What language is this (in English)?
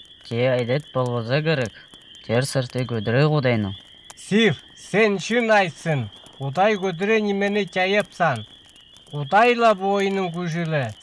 Northern Altai